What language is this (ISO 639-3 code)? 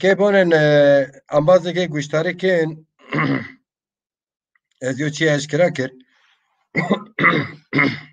zza